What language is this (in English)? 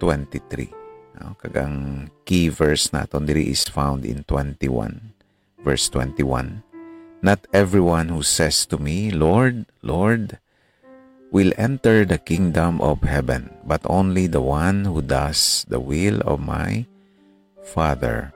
Hiligaynon